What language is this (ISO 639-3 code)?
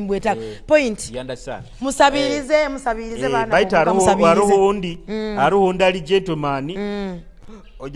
nyo